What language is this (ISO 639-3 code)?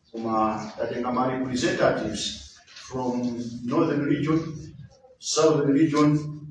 nya